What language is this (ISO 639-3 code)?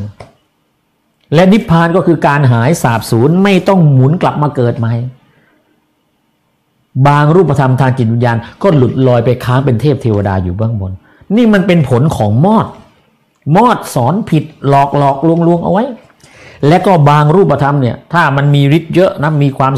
tha